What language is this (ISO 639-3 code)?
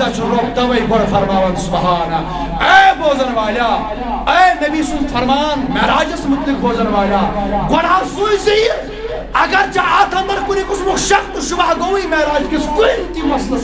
kas